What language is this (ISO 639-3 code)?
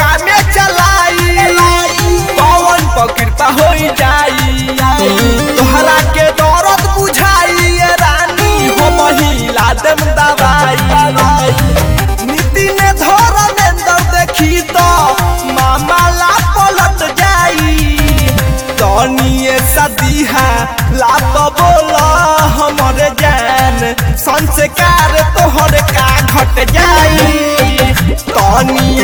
bho